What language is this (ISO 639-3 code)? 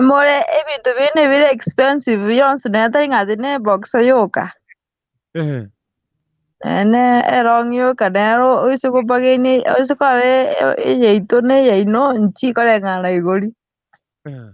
guz